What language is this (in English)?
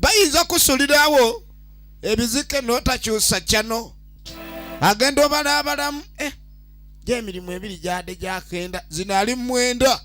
Ganda